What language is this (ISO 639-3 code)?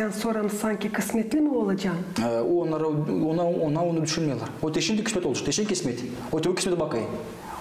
gag